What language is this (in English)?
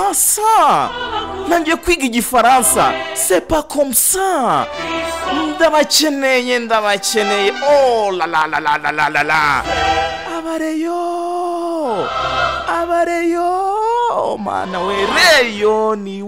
Kinyarwanda